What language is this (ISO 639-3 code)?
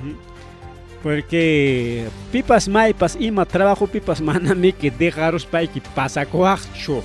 quy